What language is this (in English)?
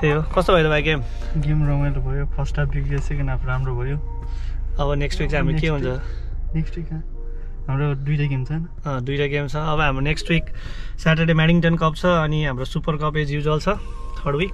Nepali